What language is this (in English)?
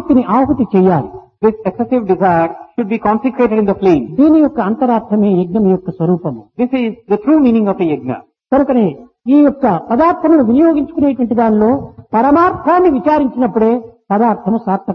Telugu